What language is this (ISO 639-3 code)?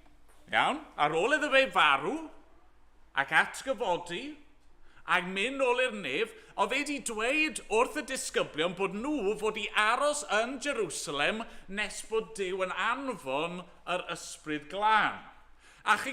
cym